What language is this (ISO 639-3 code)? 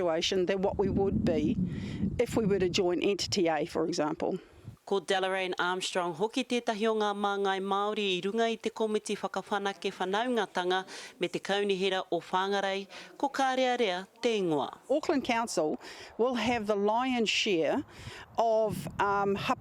mri